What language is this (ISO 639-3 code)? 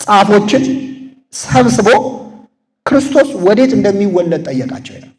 amh